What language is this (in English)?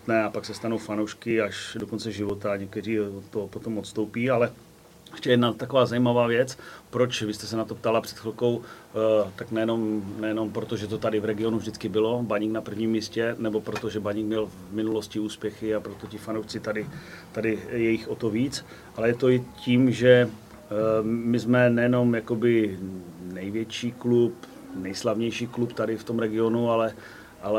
Czech